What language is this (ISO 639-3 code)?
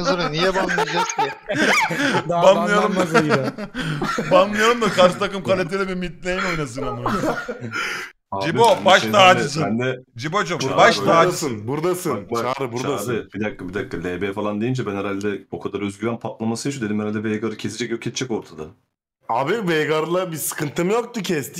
tur